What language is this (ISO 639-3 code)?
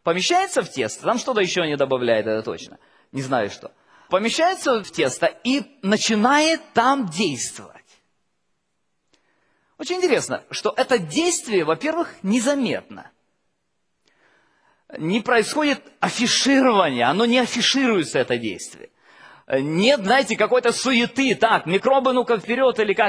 rus